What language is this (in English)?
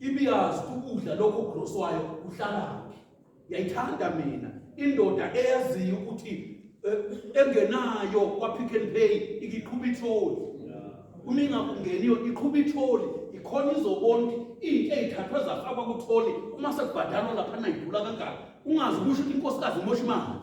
Zulu